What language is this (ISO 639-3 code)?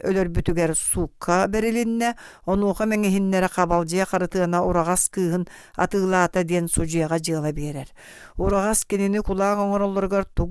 sah